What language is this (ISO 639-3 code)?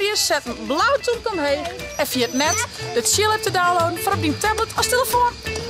fry